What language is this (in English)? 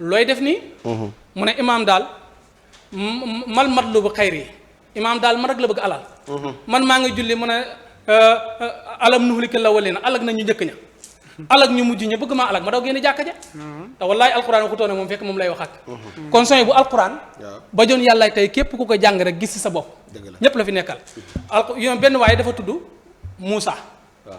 Wolof